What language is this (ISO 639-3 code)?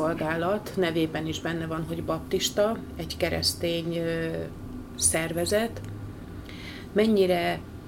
hun